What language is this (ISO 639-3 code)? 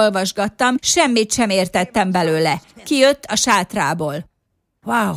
hun